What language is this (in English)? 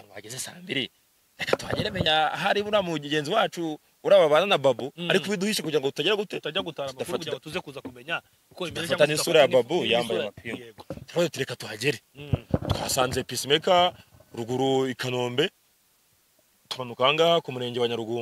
Kinyarwanda